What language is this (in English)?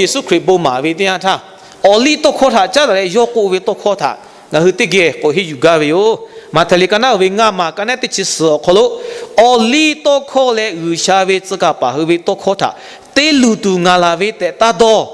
Lahu